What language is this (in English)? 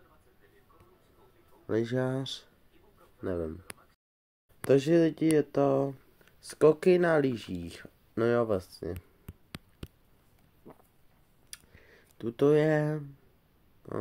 Czech